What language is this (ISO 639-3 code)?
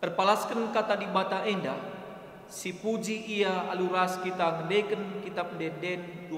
btx